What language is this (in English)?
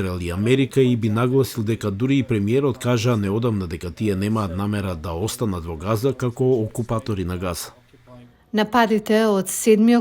Macedonian